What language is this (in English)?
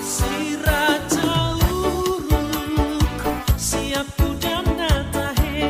Batak Toba